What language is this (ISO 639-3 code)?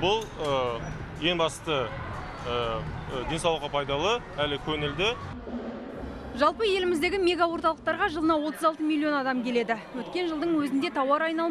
kaz